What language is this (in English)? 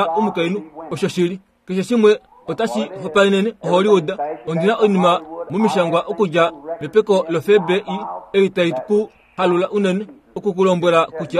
Kuanyama